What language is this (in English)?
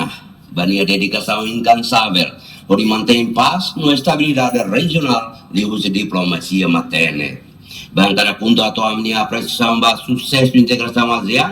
Tetum